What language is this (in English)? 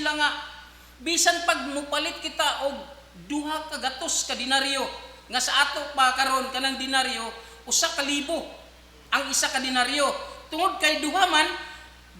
Cebuano